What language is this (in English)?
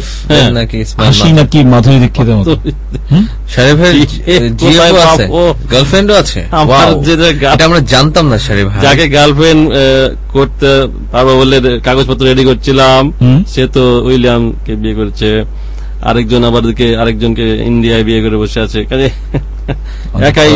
Bangla